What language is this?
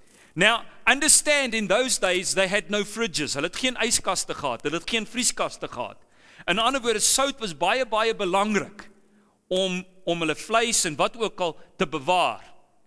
Afrikaans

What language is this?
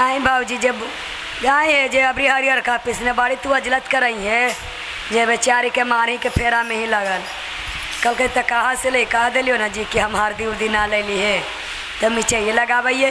Magahi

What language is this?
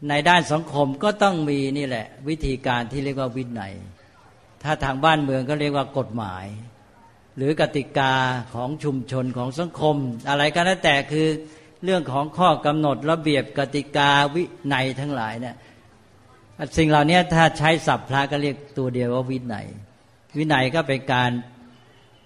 Thai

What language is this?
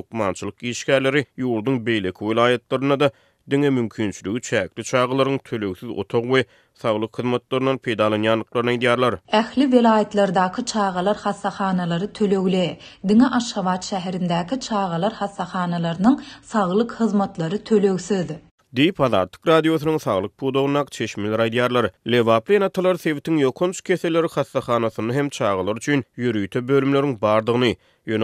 Turkmen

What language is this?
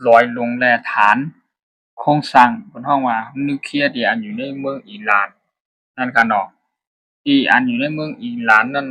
Shan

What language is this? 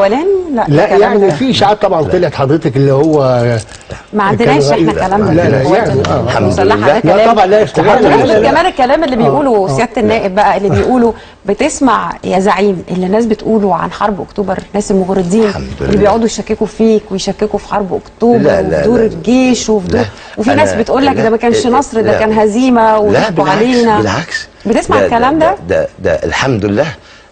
Egyptian Arabic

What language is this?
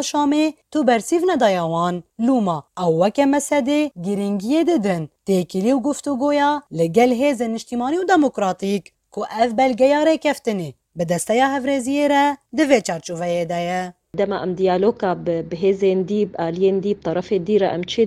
Kurdish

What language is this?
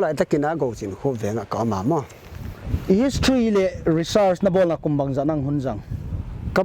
Paite Chin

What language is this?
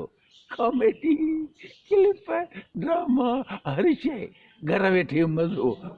Sindhi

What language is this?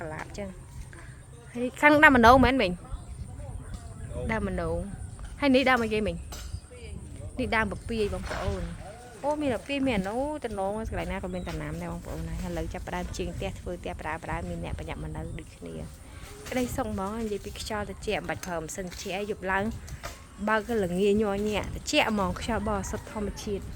Khmer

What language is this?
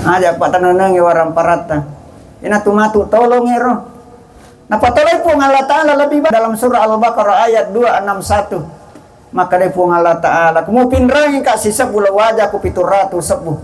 Buginese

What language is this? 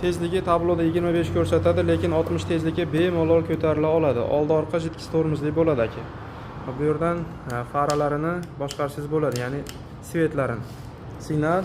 Uzbek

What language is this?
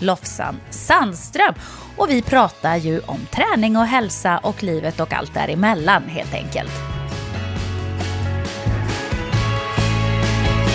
Swedish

